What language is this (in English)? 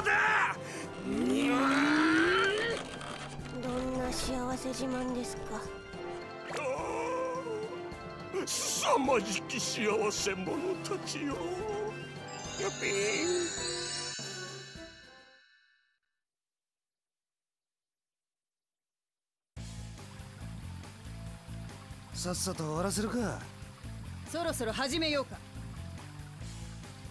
Japanese